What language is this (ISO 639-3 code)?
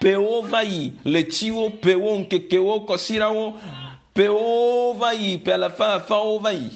ewe